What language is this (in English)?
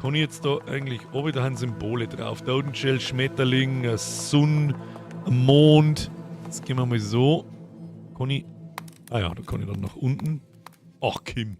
Bavarian